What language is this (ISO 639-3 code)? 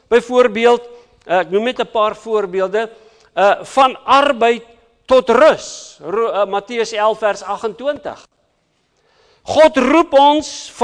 afr